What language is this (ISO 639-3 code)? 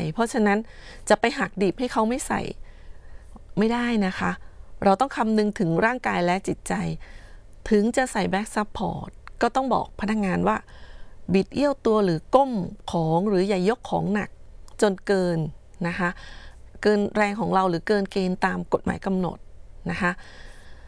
tha